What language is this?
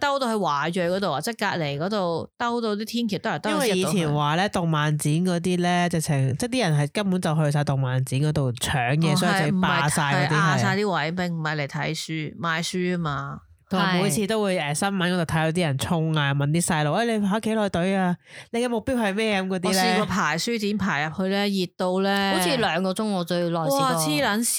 Cantonese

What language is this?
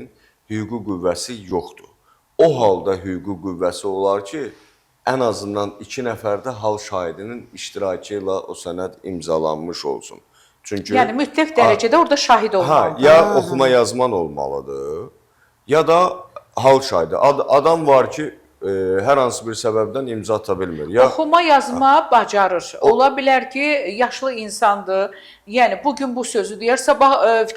Azerbaijani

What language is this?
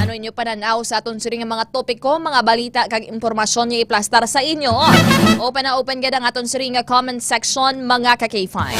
Hiligaynon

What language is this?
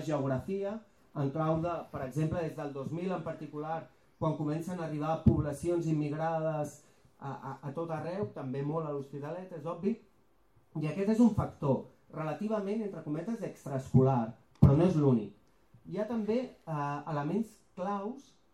Catalan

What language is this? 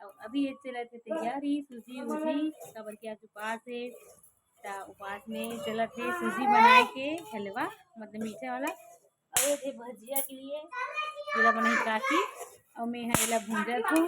Chhattisgarhi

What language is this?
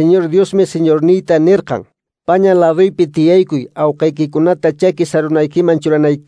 Quechua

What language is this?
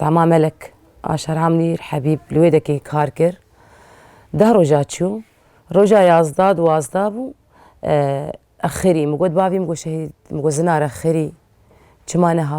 Kurdish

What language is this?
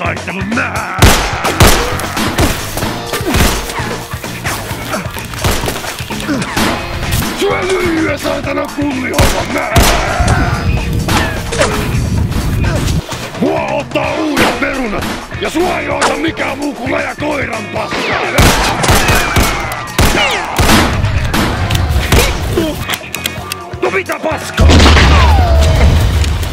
Finnish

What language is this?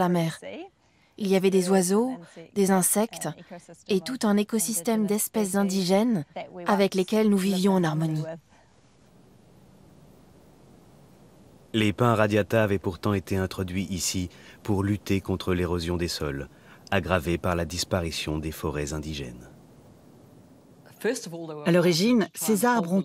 French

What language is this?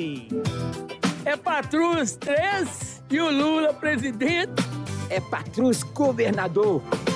Portuguese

